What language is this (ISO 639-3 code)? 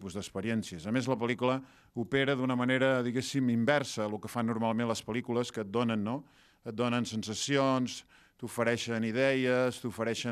cat